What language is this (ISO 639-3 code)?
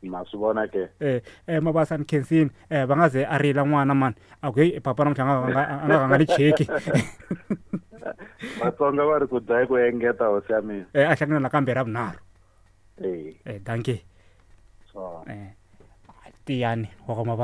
tso